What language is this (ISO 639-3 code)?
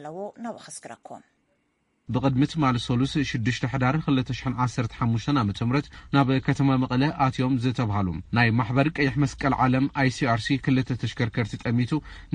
tir